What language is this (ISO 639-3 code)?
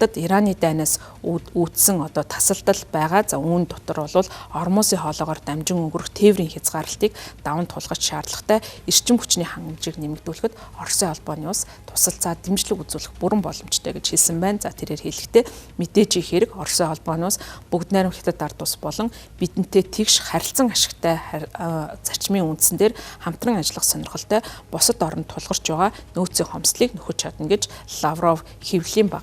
mon